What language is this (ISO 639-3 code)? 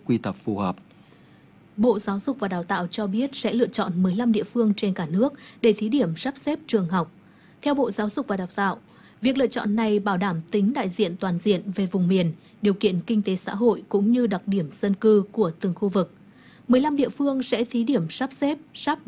vie